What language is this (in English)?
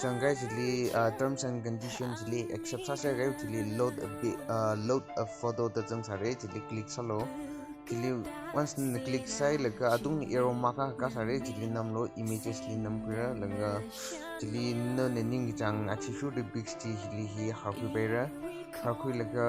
Tangkhul Naga (India)